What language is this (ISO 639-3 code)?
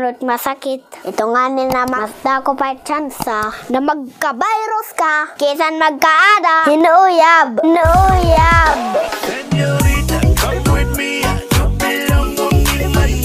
war